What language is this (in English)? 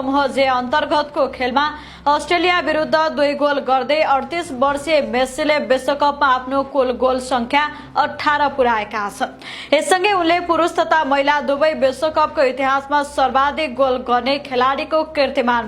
Nepali